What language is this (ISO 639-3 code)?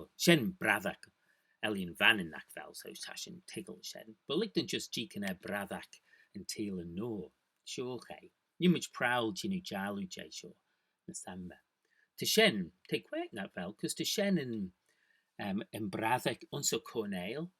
glv